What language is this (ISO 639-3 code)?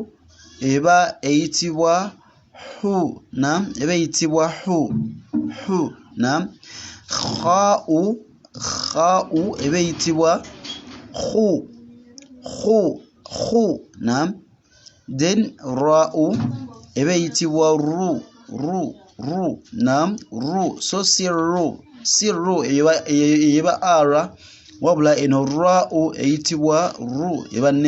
lug